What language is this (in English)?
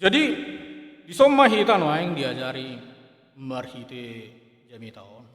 Batak Toba